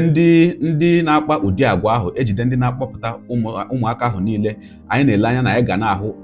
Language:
Igbo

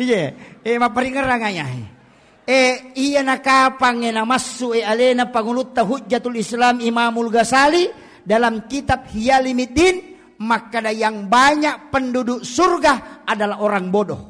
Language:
Buginese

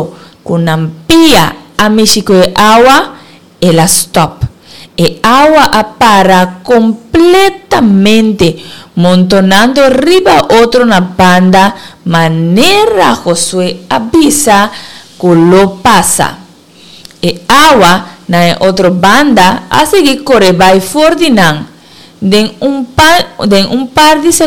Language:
Papiamento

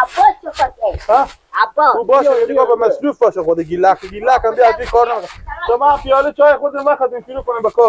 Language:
Persian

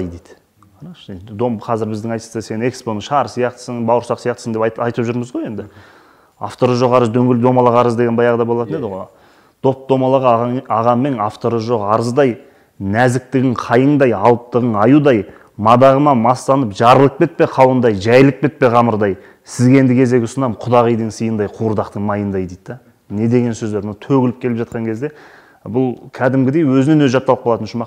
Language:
Kazakh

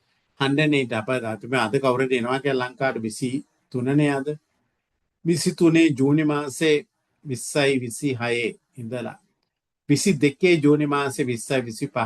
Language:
Sinhala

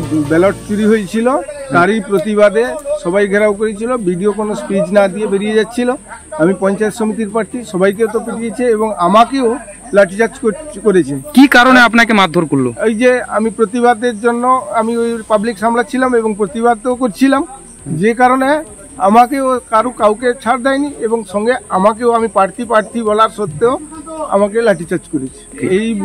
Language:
Bangla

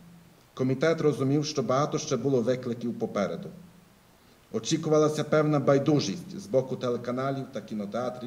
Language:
Ukrainian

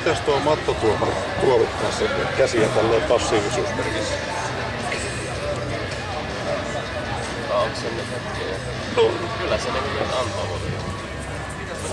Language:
Finnish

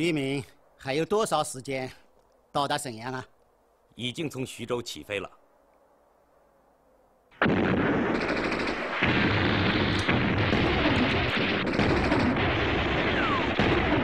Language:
Chinese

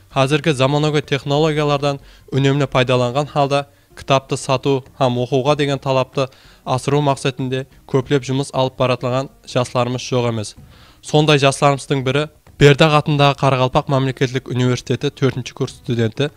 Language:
Kara-Kalpak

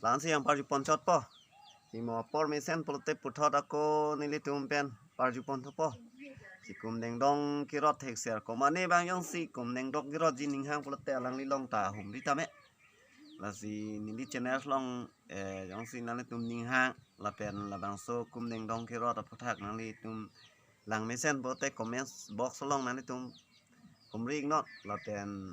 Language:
Karbi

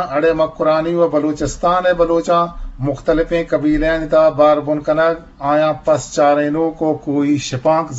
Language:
Eastern Balochi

